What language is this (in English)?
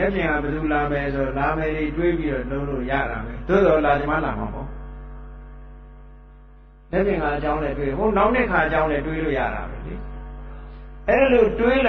Burmese